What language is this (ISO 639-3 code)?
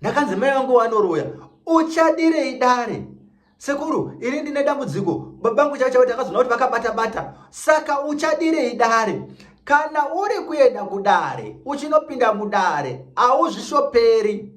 sna